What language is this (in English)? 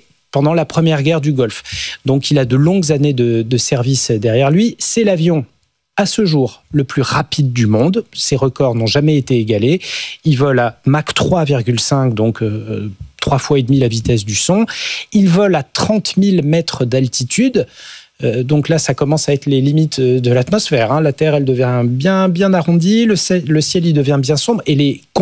French